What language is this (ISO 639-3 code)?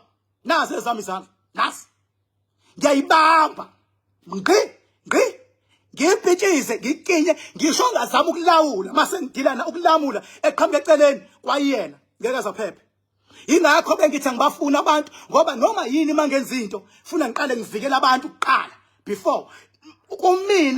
zul